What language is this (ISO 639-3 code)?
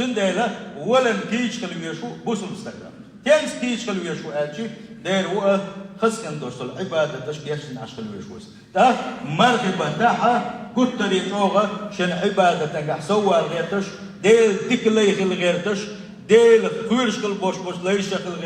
che